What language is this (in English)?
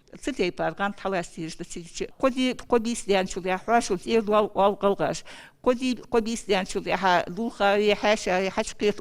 Ingush